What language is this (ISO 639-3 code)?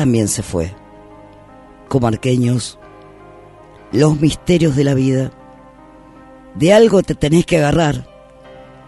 spa